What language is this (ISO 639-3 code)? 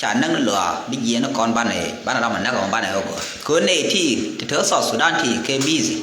nus